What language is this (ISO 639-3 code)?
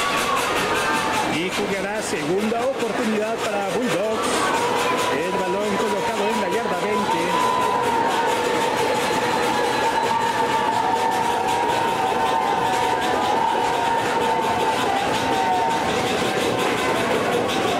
spa